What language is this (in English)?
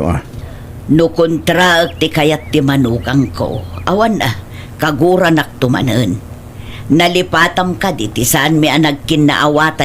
Iloko